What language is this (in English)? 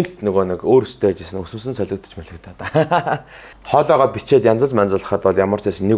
Mongolian